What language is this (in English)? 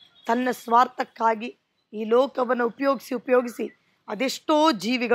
Kannada